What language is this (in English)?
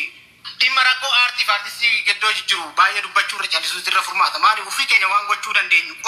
Oromo